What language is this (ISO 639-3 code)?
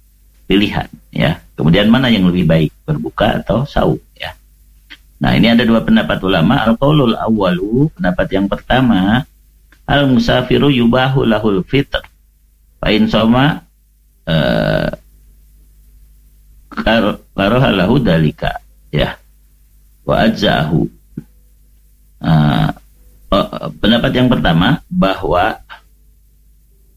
ind